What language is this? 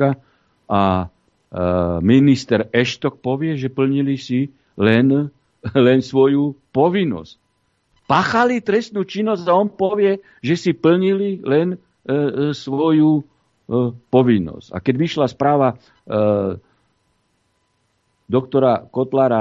Slovak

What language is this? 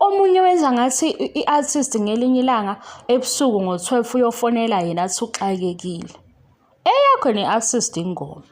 Zulu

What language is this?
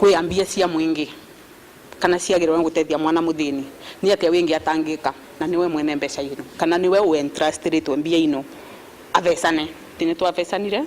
Meru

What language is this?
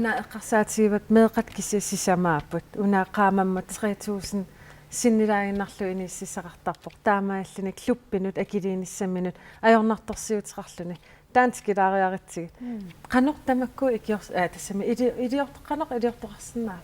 Kalaallisut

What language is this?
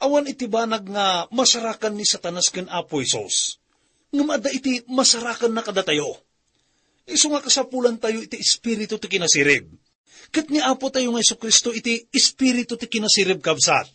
Iloko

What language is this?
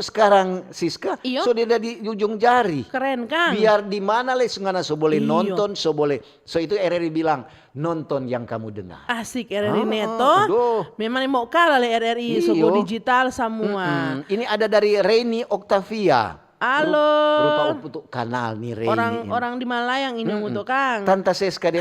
Manado Malay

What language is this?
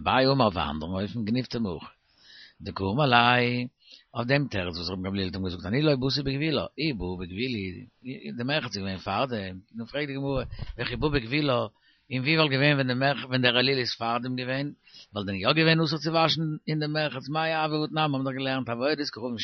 Yiddish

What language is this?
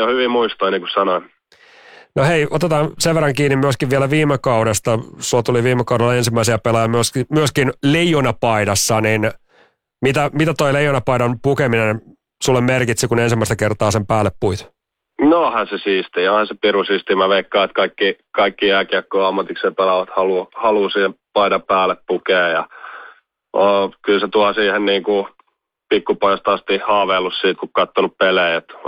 Finnish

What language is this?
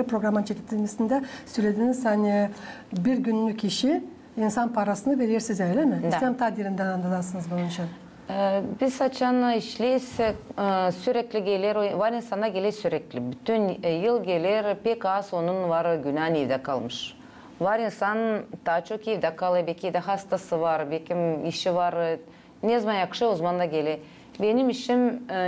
Gagauz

